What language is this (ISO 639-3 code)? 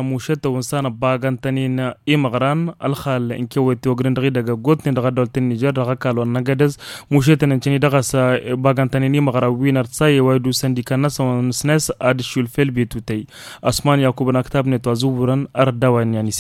taq